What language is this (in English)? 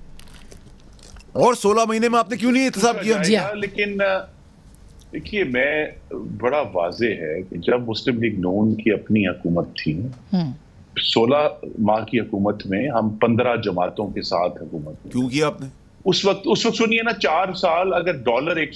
Urdu